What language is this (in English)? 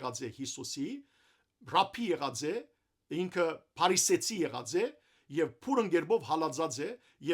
Western Armenian